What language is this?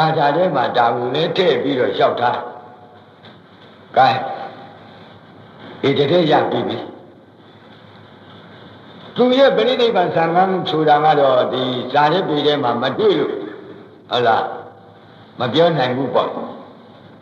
Burmese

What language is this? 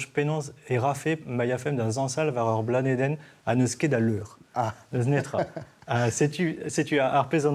Breton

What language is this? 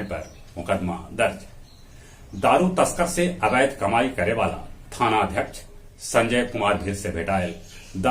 Magahi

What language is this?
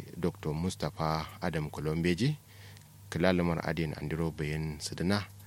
Kanuri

